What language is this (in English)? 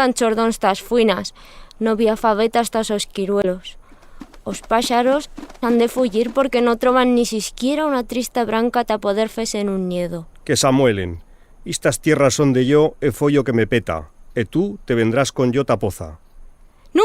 Aragonese